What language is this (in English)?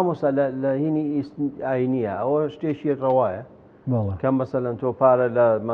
Central Kurdish